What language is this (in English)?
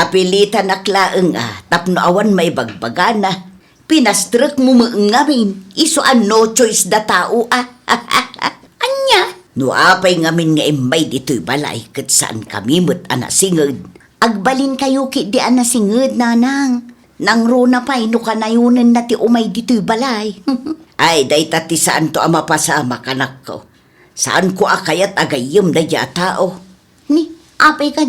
Iloko